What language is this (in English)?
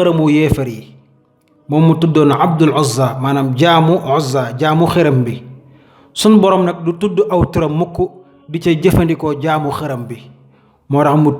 Wolof